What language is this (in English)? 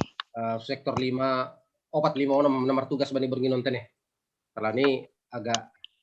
Batak Simalungun